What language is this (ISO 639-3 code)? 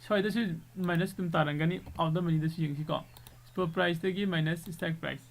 mni